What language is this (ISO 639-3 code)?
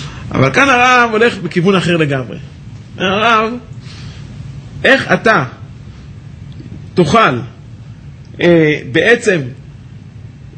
heb